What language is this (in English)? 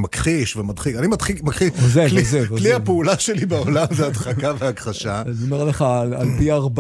Hebrew